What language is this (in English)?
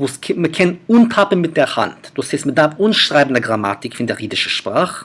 Yiddish